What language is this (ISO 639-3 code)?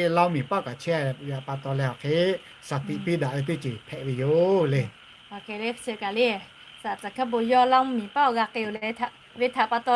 lhu